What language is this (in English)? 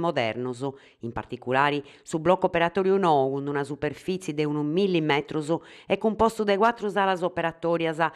Sardinian